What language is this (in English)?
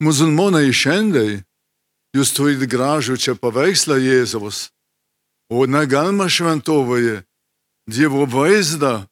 Lithuanian